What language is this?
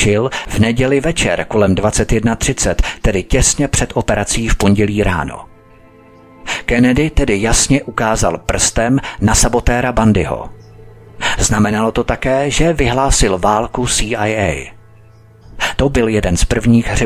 Czech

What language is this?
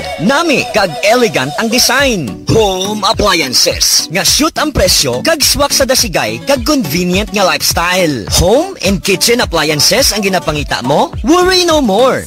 Hiligaynon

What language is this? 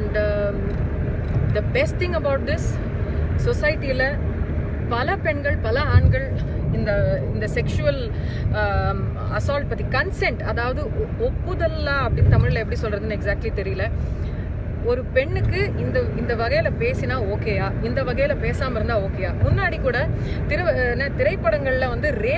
Tamil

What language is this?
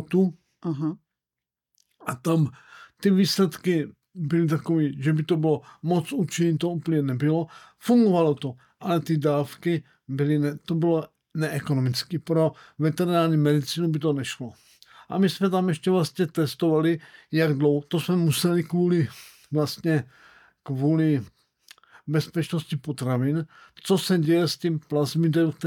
Czech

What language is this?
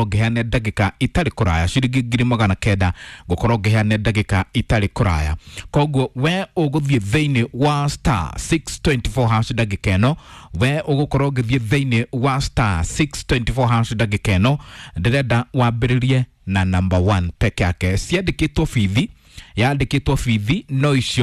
Kikuyu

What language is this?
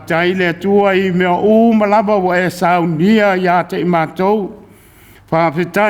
Samoan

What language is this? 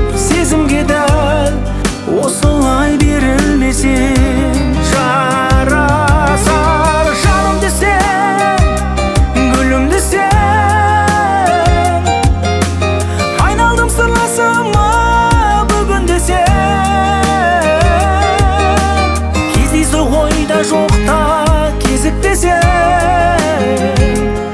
Kazakh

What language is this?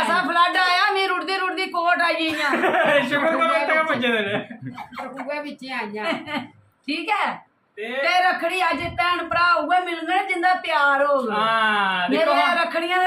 Dogri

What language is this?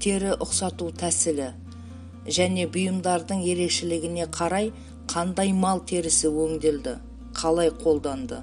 Kazakh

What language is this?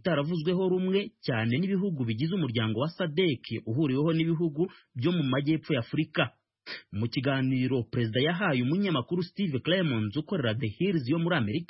Kinyarwanda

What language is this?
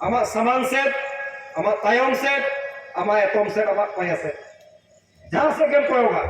Santali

